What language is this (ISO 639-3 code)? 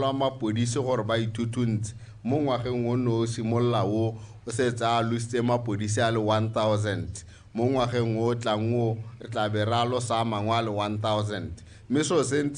tsn